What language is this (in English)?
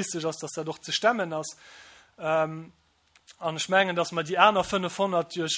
Luxembourgish